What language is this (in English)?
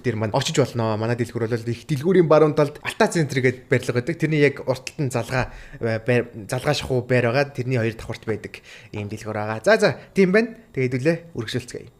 Mongolian